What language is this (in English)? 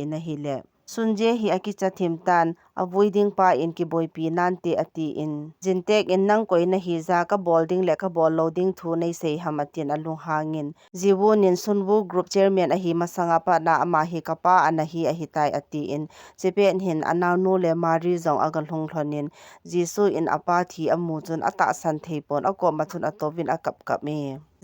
Thado Chin